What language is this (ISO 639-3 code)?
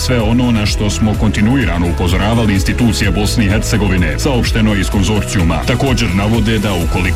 bos